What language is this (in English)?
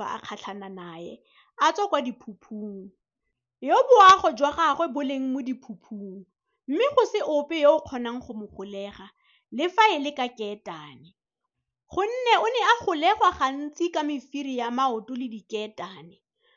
Tswana